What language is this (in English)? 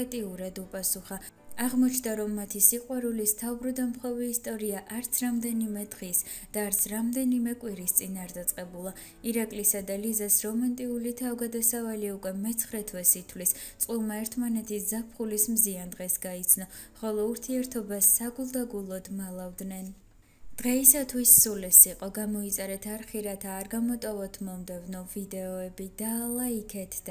Georgian